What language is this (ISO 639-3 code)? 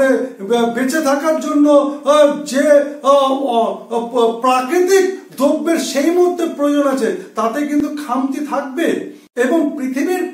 ben